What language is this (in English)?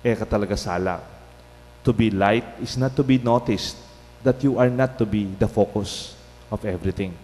Pampanga